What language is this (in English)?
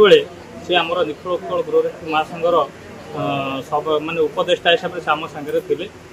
Odia